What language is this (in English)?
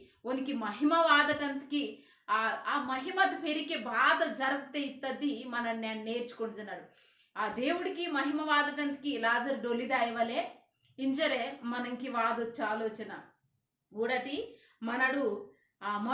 Koya